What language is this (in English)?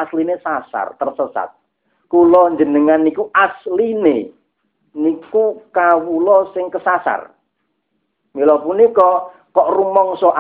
Javanese